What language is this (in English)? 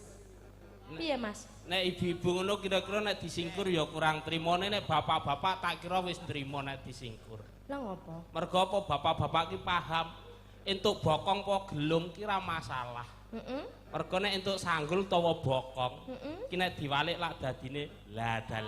Javanese